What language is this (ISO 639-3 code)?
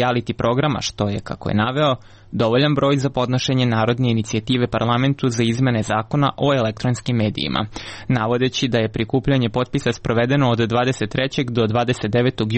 srp